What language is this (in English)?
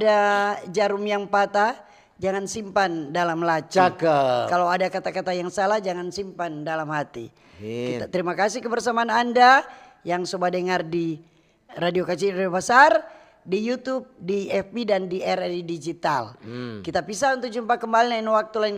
Manado Malay